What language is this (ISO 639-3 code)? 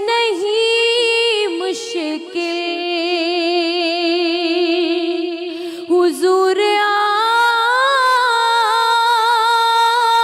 urd